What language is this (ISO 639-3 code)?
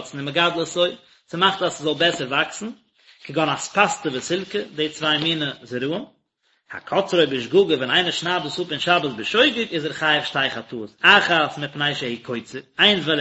yid